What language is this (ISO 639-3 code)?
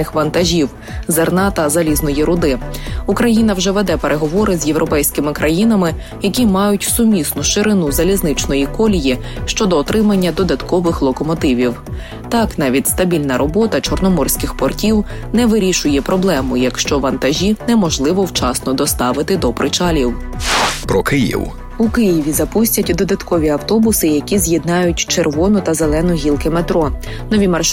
ukr